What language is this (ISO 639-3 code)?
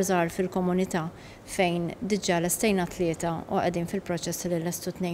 mlt